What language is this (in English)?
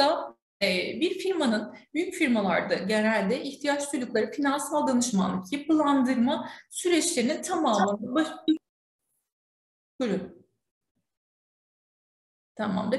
Turkish